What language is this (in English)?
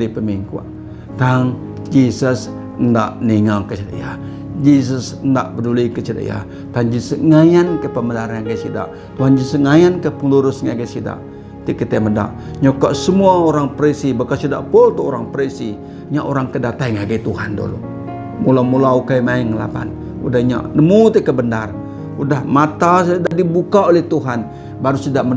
Iban